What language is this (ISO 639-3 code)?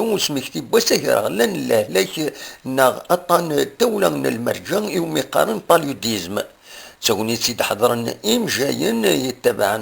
kab